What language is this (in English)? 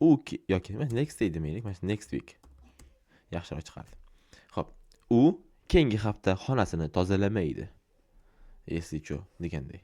Uzbek